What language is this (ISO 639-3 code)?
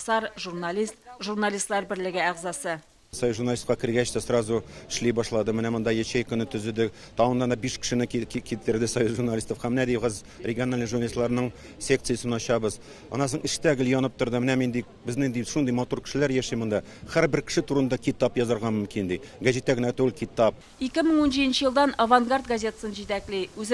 tat